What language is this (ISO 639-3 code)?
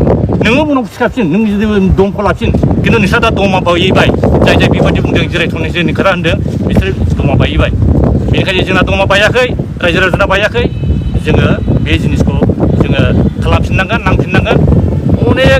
brx